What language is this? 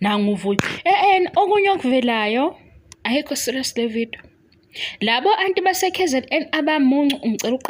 Zulu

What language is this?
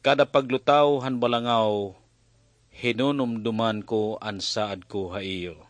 Waray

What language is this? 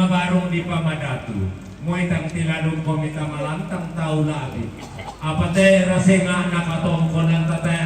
Toraja-Sa'dan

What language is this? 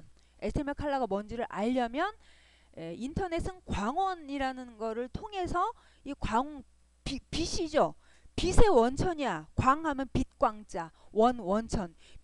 Korean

